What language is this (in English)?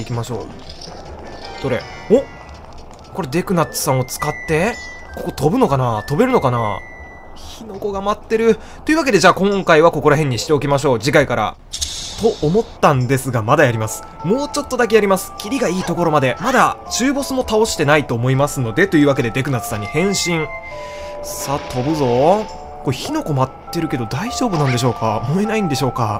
Japanese